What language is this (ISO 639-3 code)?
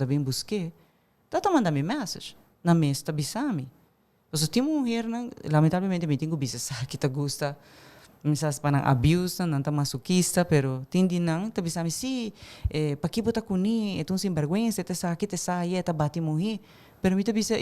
pap